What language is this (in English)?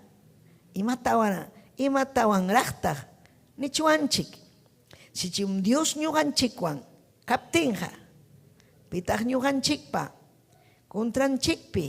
Ayacucho Quechua